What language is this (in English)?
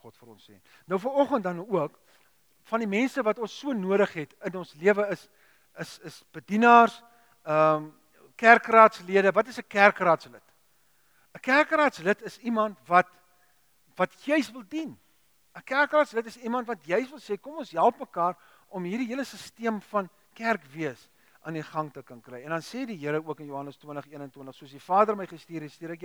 Afrikaans